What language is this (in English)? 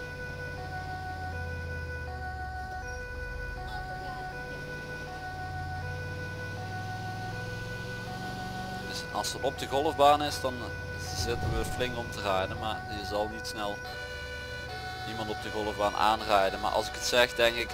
Dutch